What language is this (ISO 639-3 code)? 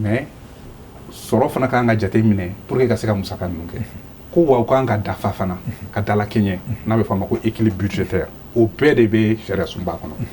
bam